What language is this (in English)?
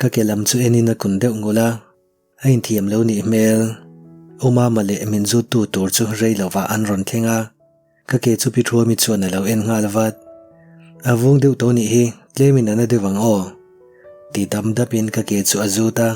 Mizo